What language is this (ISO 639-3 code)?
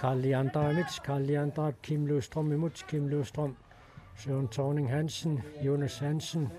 kal